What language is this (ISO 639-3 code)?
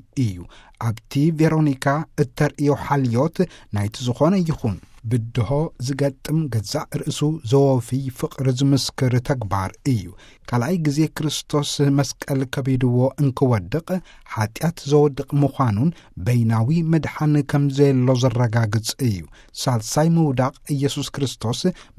tir